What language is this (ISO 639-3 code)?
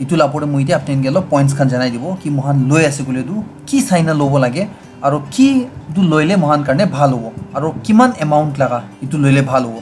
nag